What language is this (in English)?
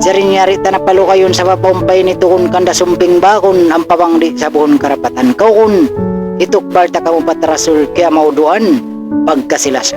Tausug